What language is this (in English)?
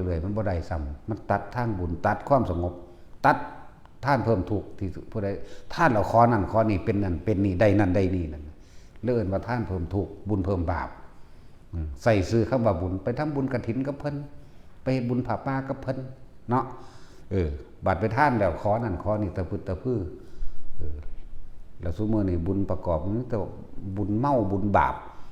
Lao